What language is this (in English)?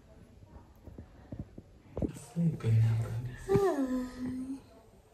Romanian